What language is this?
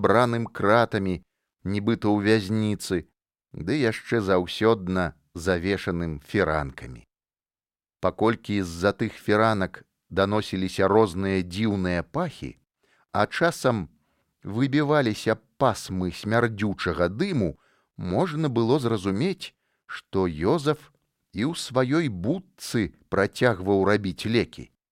Belarusian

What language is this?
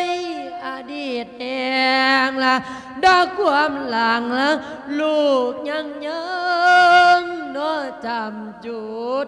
Lao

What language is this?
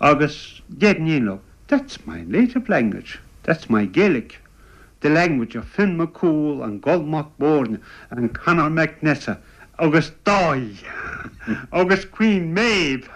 Irish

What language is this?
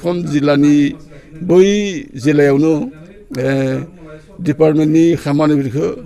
Bodo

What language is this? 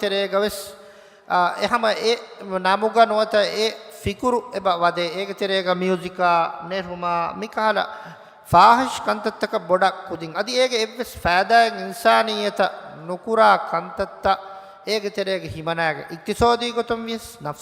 Divehi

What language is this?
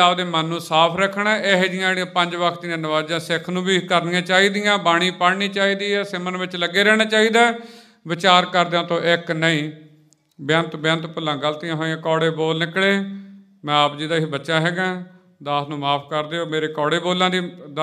Punjabi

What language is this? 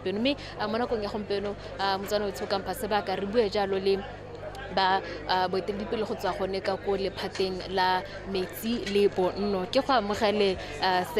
Tswana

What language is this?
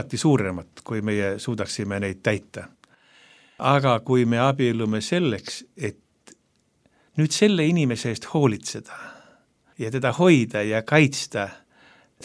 Estonian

